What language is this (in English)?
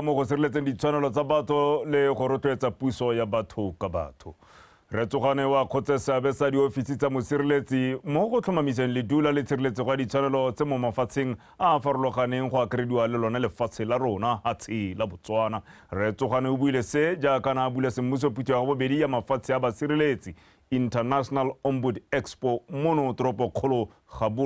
Tswana